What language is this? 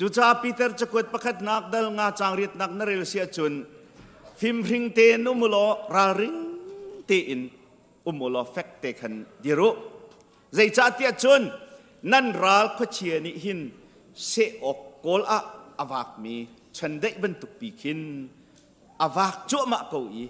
Hakha Chin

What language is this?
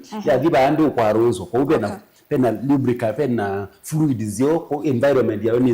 Kamba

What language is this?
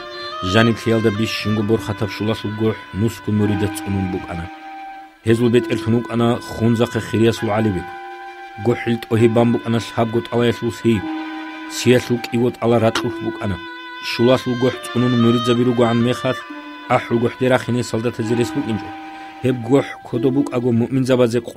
Avaric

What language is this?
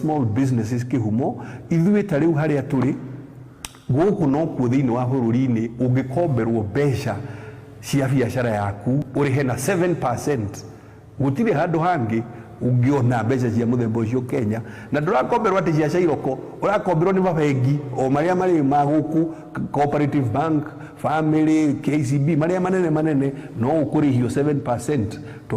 Kikuyu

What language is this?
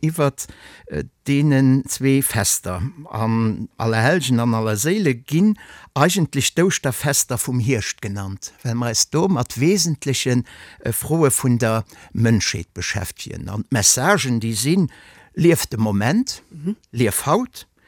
Luxembourgish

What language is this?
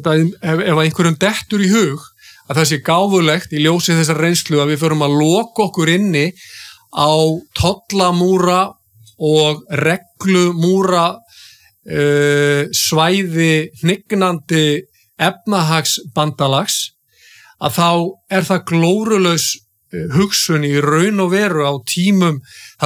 Icelandic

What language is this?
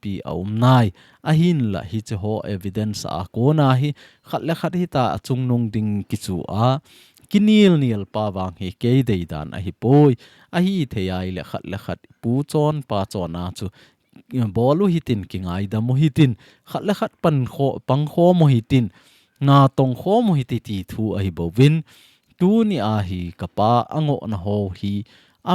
Thado Chin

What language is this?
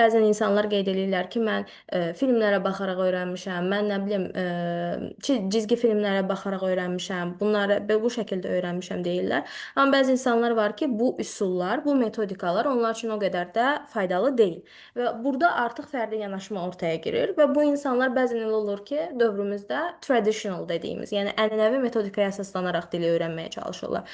Azerbaijani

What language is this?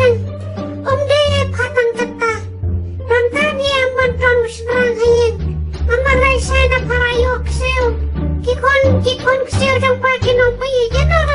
Khasi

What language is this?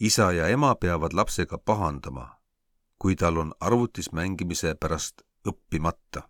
Estonian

